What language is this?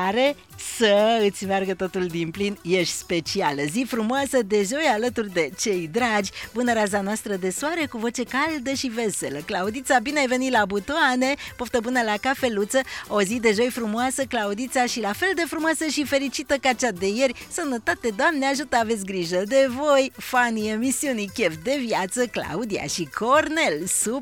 Romanian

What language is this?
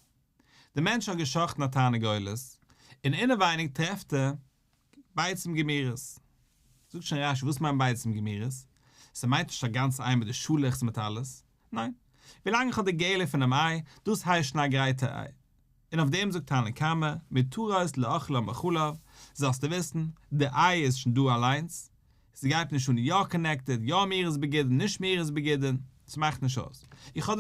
Yiddish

